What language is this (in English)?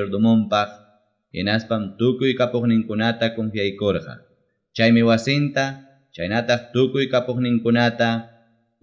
Ayacucho Quechua